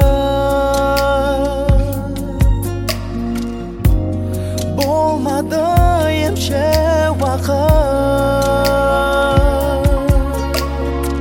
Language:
Kazakh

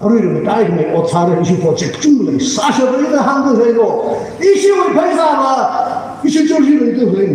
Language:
Tangkhul Naga (India)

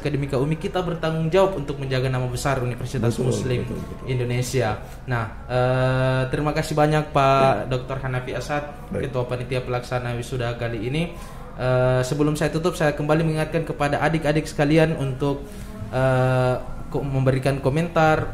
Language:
Indonesian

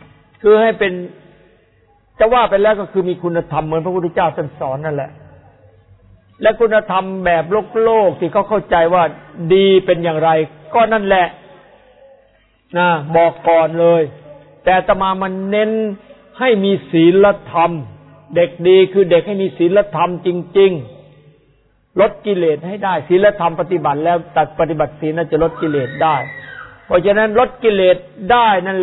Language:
Thai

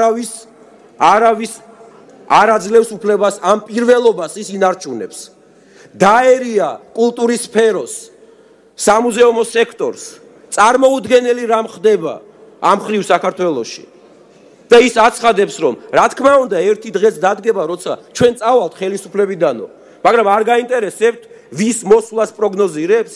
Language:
Georgian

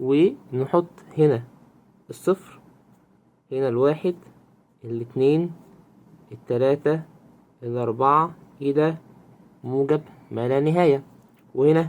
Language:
Egyptian Arabic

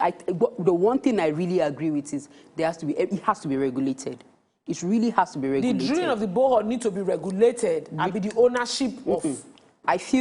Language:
Nigerian Pidgin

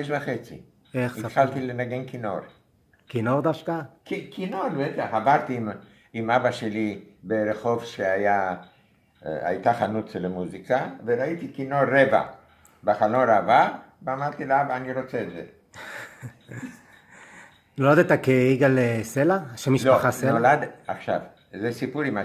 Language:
Hebrew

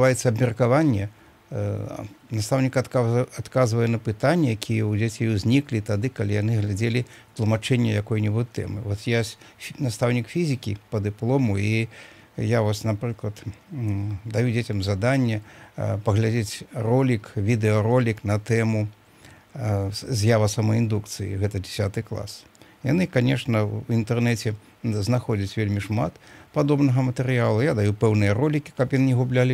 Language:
Belarusian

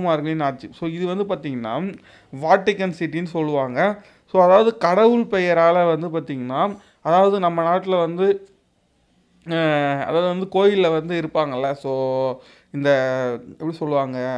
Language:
Tamil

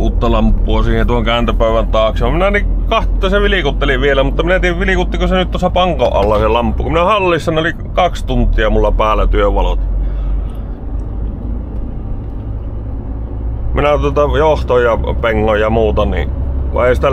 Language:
Finnish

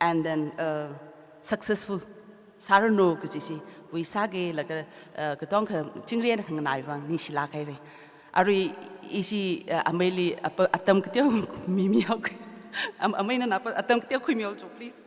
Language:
Tangkhul Naga (India)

